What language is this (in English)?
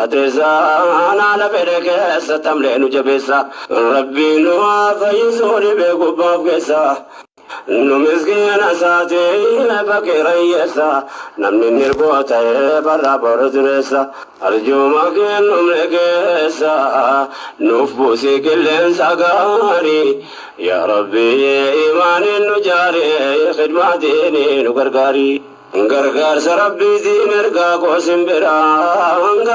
Oromo